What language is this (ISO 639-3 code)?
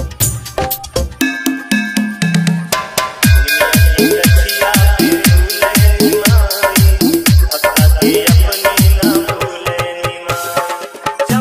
bho